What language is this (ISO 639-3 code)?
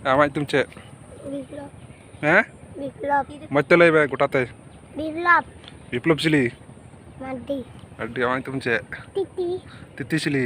sat